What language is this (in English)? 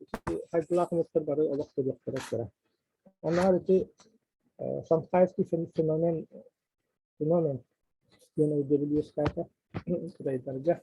Yakut